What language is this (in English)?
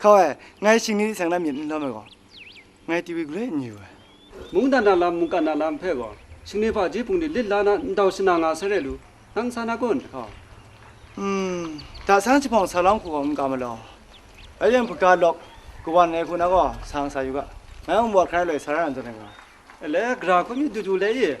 Kachin